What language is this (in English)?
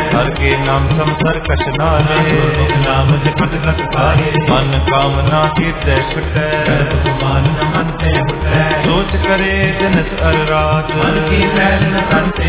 Punjabi